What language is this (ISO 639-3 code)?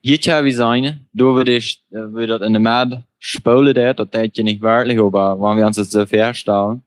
pdt